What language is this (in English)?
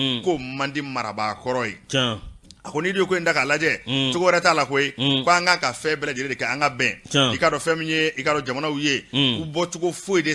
Bambara